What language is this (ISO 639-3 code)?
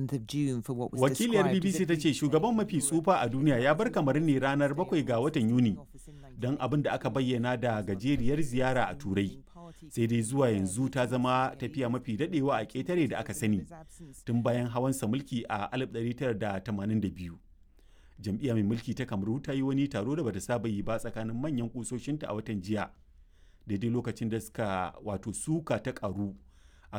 hau